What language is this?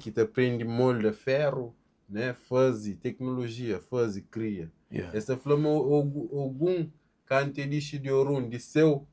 Kabuverdianu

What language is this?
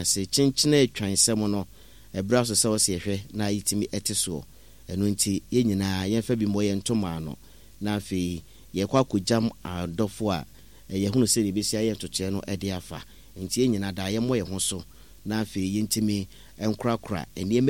Akan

